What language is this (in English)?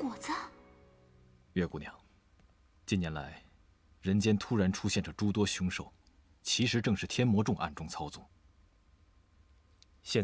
Chinese